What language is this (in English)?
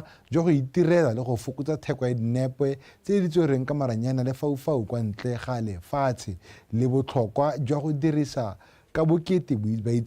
Tswana